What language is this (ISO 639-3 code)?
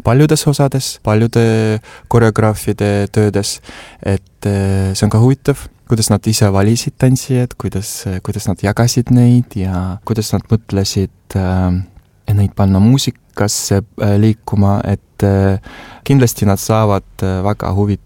est